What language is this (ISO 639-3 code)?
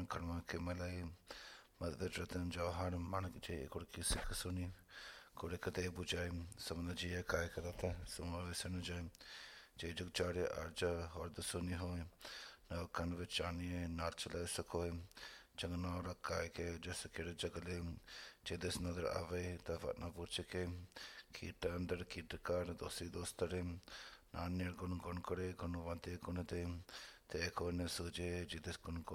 pan